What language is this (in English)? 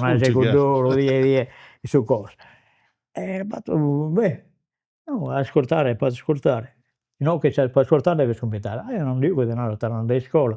Sardinian